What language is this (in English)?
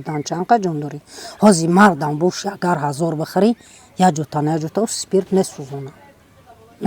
Tajik